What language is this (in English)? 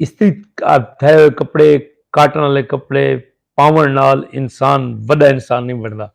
Saraiki